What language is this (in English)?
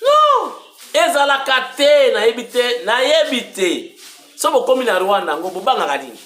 Lingala